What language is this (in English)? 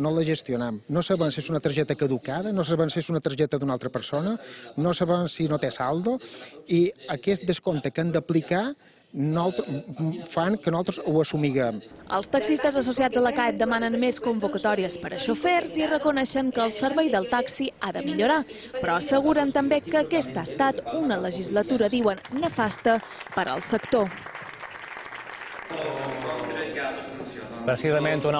Catalan